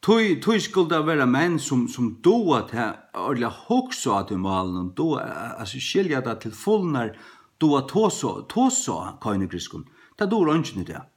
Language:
Faroese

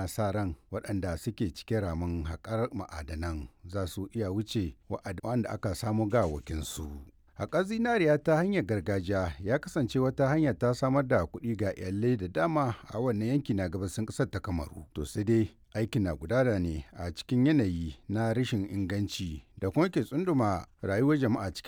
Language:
Hausa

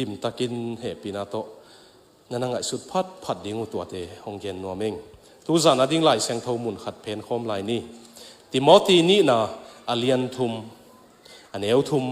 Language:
Tedim Chin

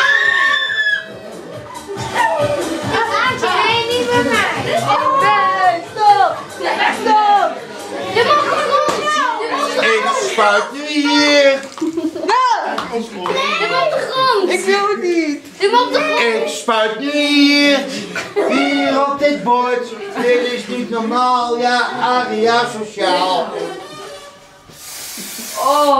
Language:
Dutch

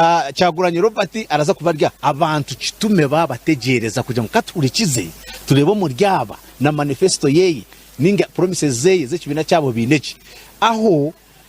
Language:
Nyankole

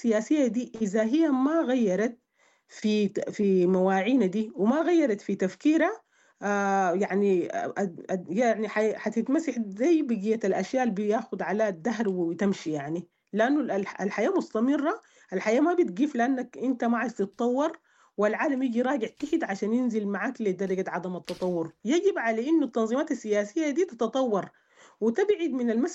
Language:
Sudanese Arabic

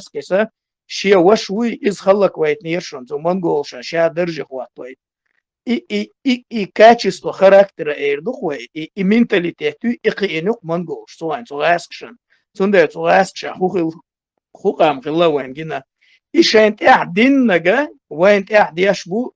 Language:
Chechen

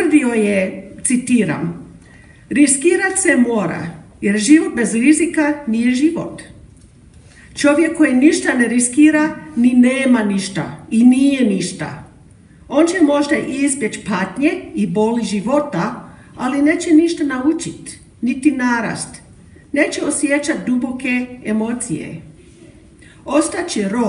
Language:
Croatian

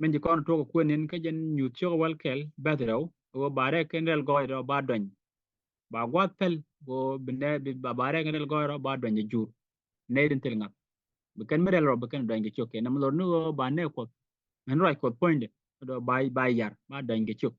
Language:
Nuer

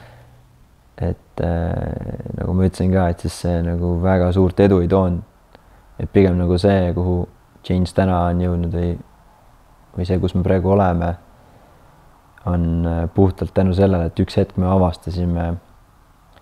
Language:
Estonian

